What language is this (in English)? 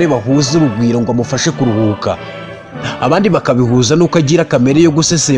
Kinyarwanda